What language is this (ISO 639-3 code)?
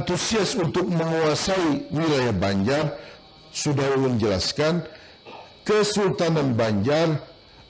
bjn